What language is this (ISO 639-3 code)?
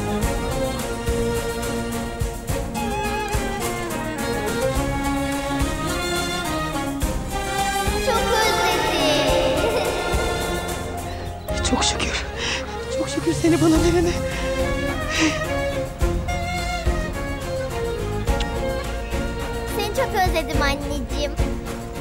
tur